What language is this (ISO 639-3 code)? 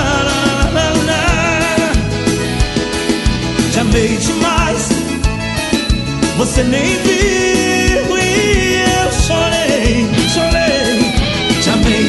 por